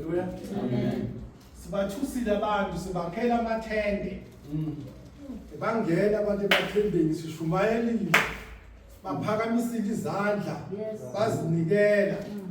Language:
Zulu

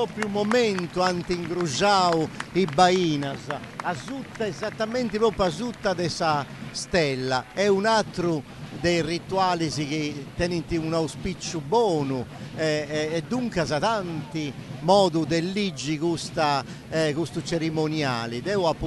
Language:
Sardinian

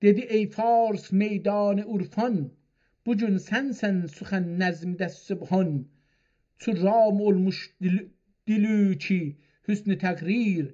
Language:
South Azerbaijani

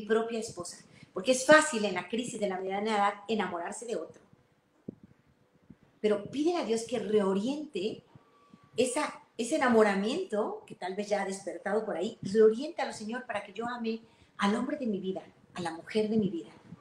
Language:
Spanish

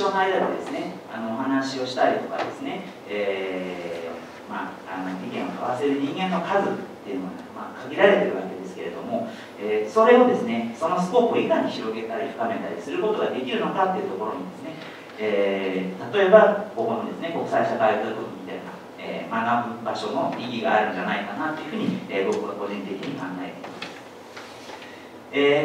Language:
Japanese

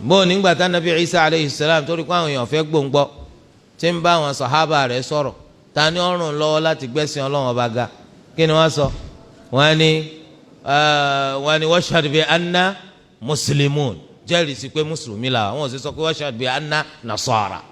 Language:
Yoruba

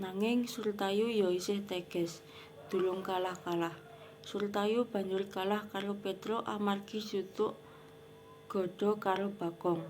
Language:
Javanese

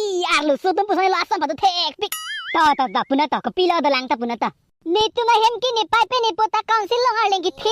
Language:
Karbi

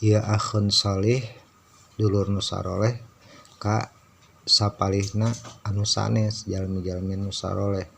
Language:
Sundanese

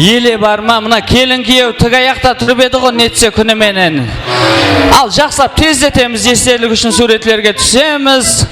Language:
Kara-Kalpak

